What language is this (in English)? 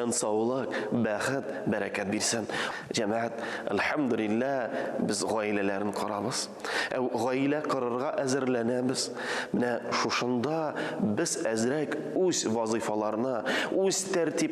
Tatar